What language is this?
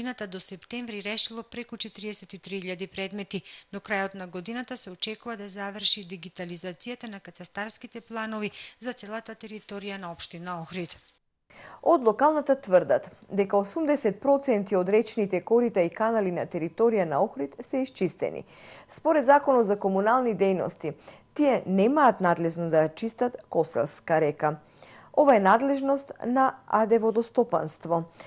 Macedonian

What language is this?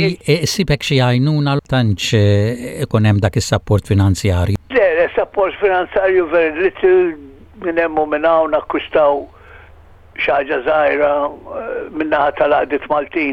Maltese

